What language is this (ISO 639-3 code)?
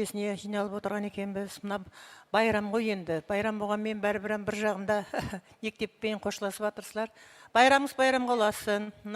kaa